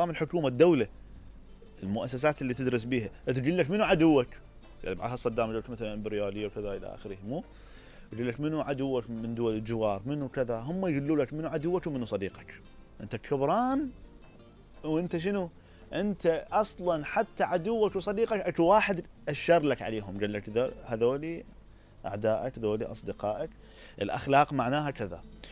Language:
Mesopotamian Arabic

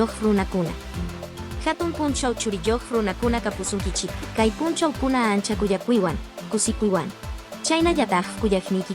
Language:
Quechua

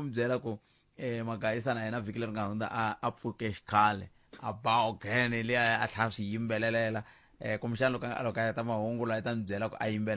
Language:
Tsonga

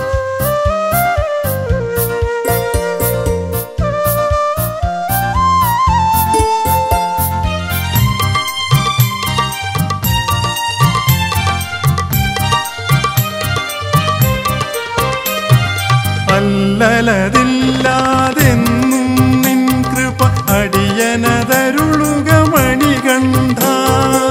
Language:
Malayalam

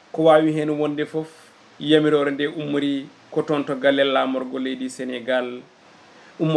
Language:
Fula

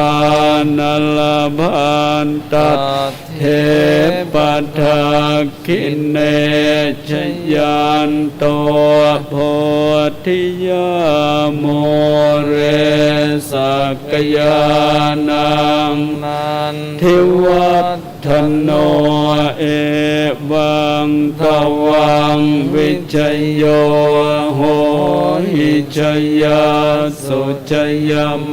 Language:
Pali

